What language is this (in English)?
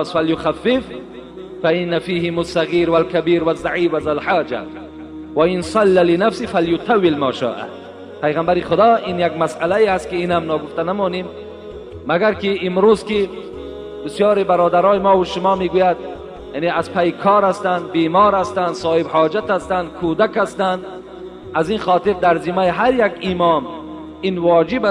Tajik